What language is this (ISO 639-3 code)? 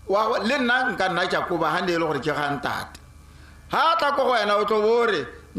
tsn